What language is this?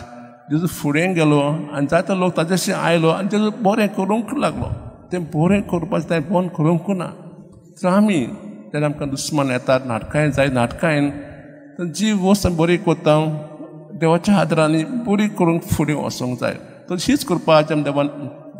Konkani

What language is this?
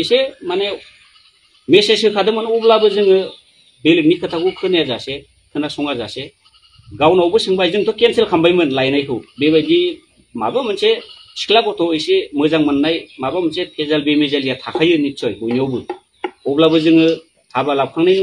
Bodo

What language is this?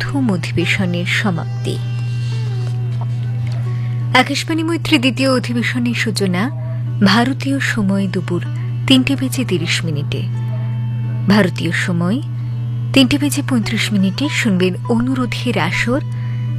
Bangla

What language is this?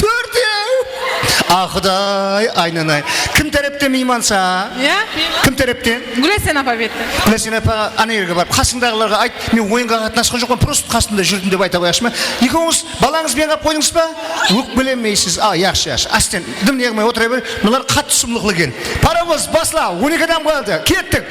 Kara-Kalpak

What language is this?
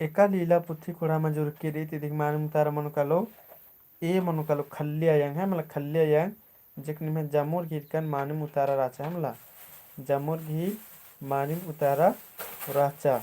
Kurukh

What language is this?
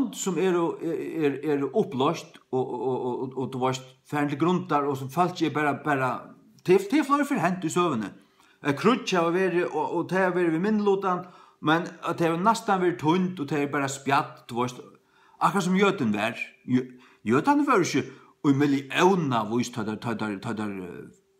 Faroese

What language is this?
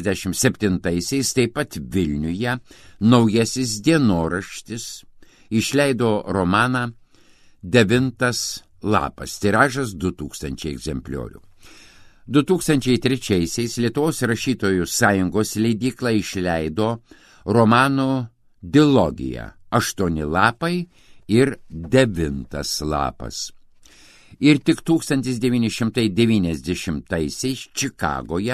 Lithuanian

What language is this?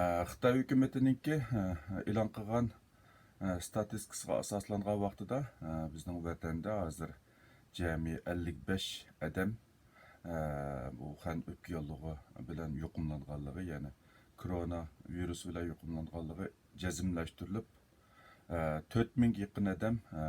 Uyghur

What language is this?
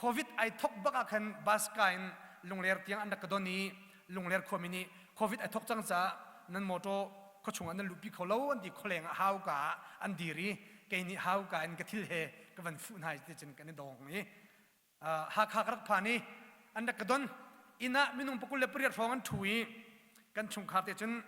Hakha Chin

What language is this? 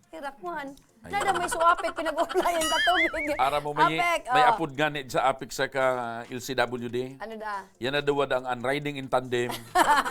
Bikol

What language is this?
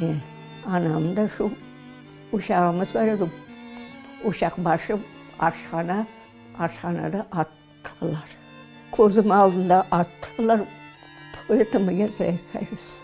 Crimean Tatar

